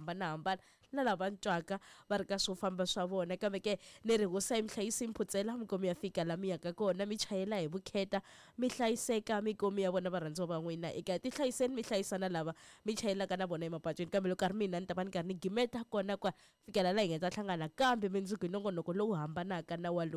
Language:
Tsonga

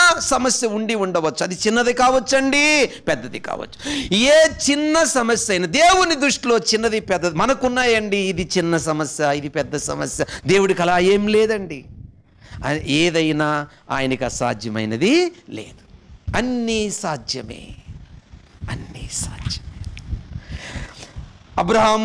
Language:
Telugu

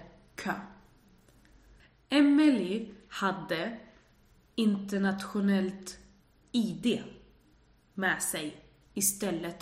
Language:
Swedish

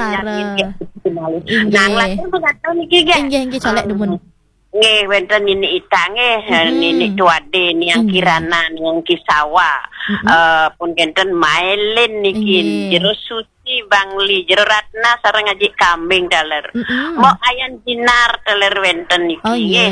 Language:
Balinese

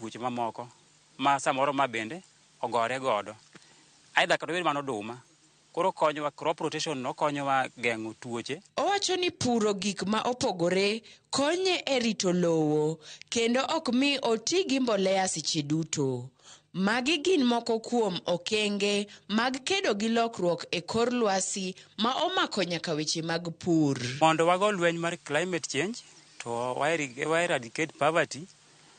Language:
Luo (Kenya and Tanzania)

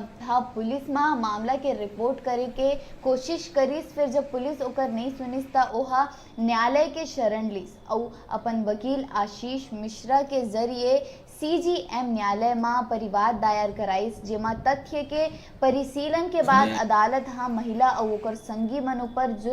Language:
Chhattisgarhi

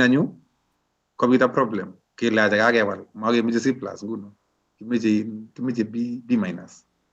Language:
Kalenjin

